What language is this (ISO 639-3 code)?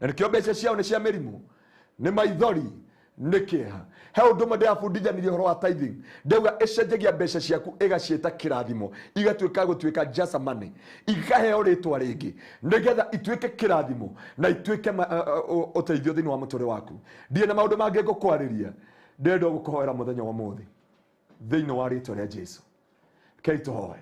kik